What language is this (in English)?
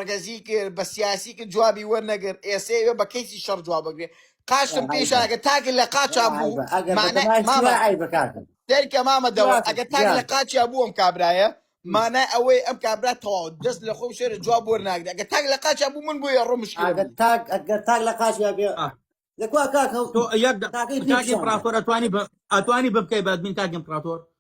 Central Kurdish